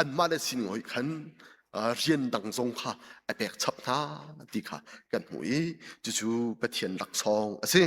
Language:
Hakha Chin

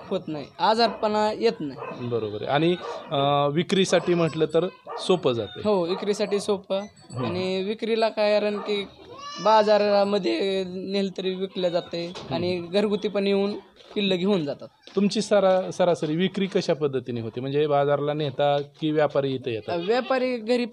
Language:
Marathi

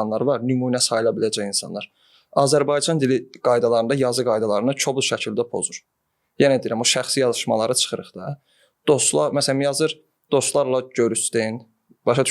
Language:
Azerbaijani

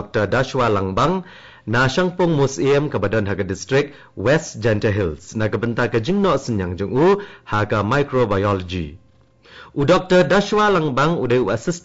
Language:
Khasi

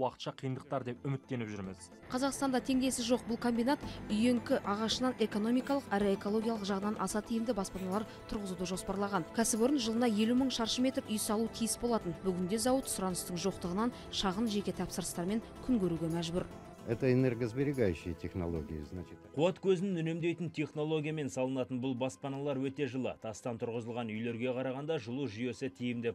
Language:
Kazakh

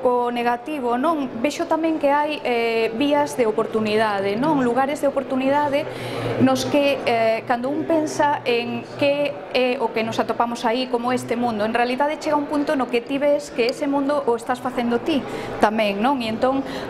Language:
Galician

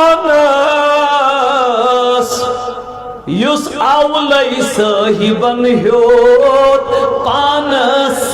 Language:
Kashmiri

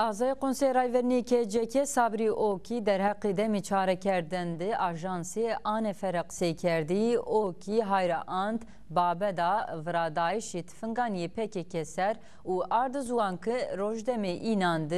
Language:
Zaza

